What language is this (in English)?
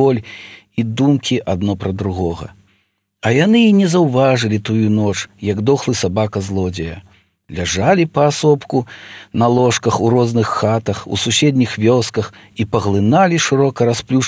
Belarusian